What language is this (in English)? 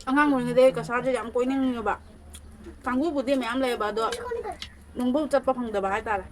Manipuri